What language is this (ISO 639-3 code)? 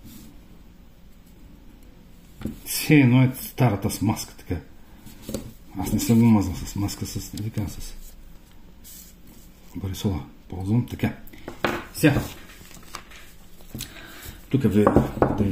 bul